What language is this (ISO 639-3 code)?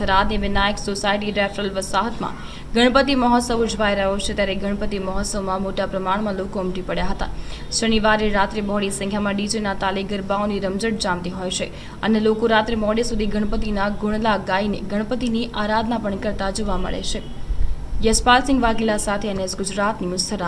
guj